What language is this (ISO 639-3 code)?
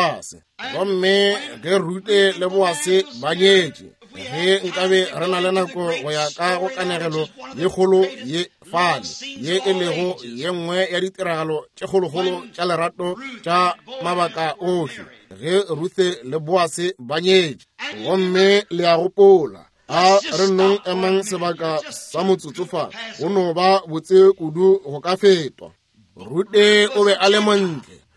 nso